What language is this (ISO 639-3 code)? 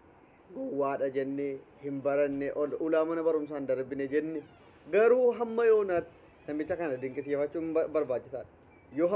orm